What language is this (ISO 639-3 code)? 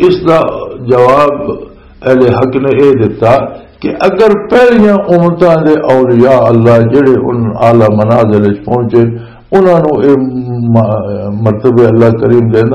lah